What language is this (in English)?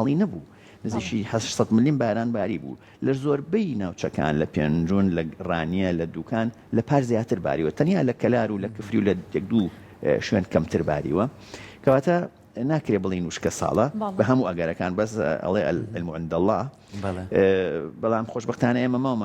Central Kurdish